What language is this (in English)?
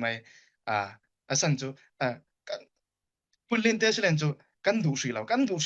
Falam Chin